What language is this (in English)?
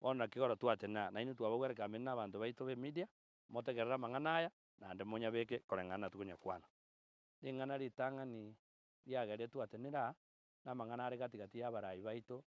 Gusii